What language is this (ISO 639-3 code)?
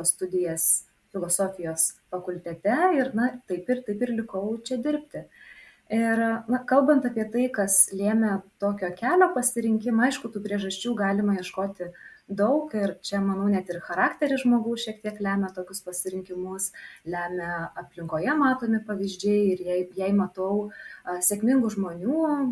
lit